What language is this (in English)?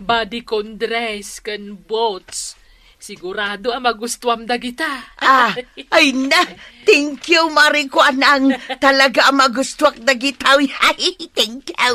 Iloko